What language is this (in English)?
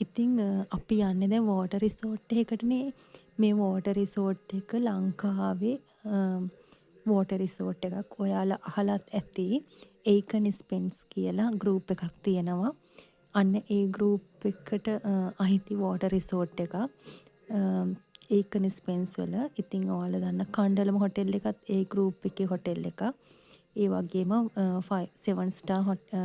Sinhala